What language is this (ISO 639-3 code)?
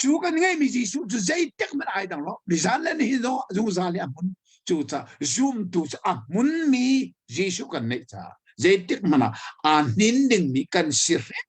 cnh